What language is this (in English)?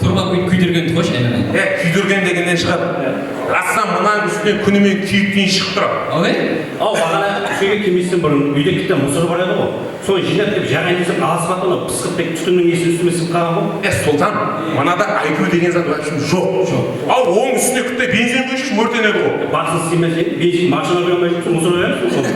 Kara-Kalpak